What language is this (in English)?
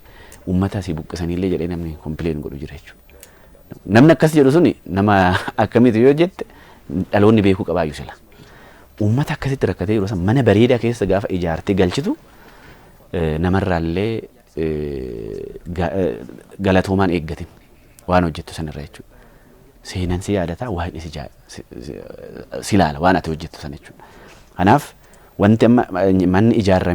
Oromo